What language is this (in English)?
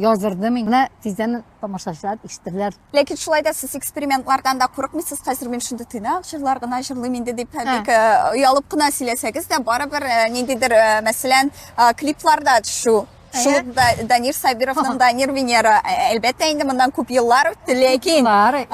Tatar